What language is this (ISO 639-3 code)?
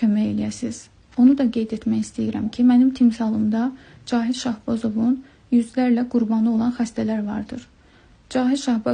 aze